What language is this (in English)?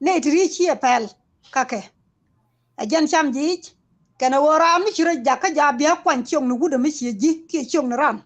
Nuer